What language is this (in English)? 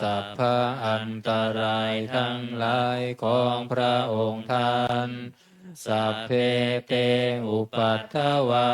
Pali